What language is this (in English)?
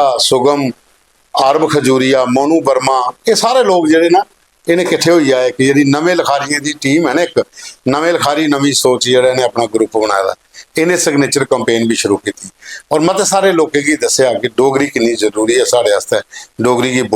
Dogri